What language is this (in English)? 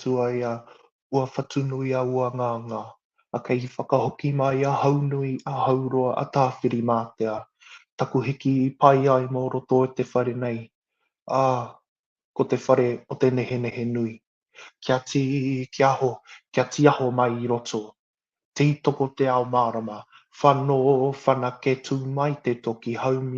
Māori